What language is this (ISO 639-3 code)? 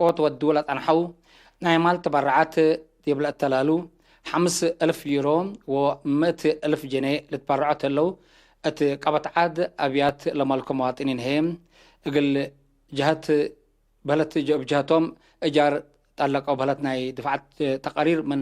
tig